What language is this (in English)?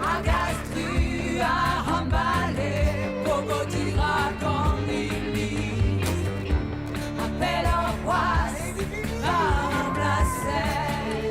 Breton